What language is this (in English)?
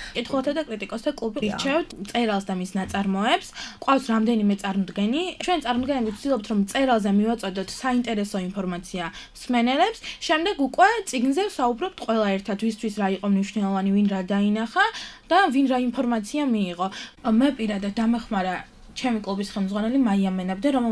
Georgian